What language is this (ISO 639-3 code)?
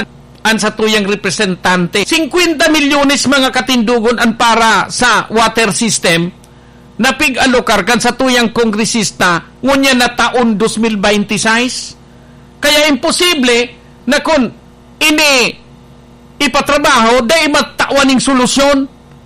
bik